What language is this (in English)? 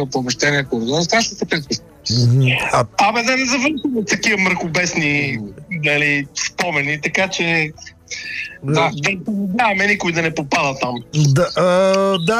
Bulgarian